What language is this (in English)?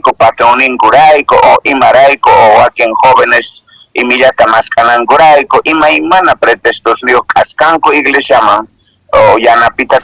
Quechua